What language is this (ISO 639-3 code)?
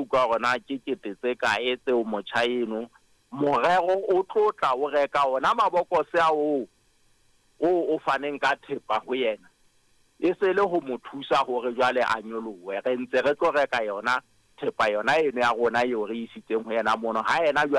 sot